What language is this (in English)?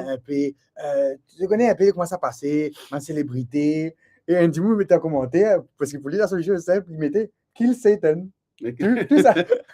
Morisyen